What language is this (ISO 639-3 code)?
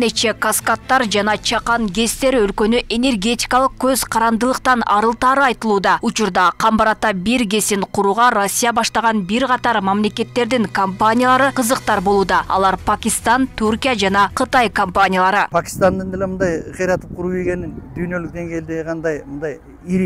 kir